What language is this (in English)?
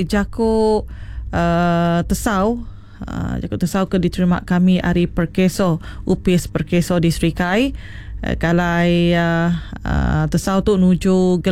Iban